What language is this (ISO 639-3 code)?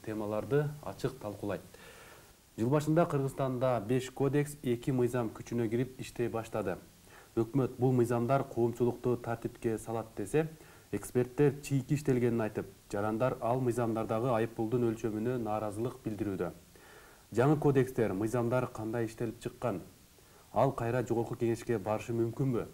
kir